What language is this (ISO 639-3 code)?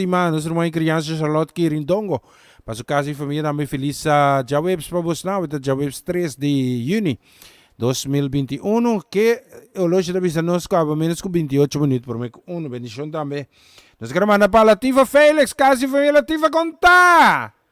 pap